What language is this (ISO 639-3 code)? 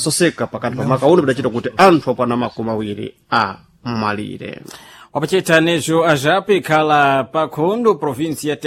seh